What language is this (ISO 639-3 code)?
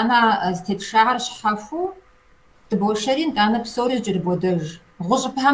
kbd